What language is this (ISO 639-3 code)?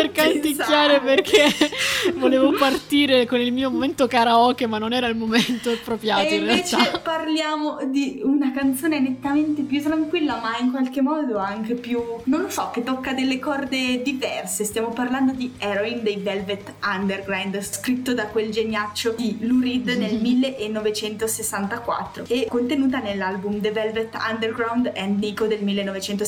ita